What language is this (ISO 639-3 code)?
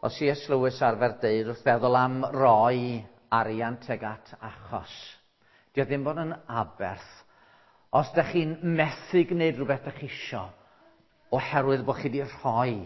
cym